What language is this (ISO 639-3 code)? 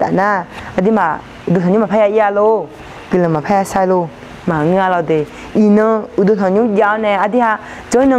ahk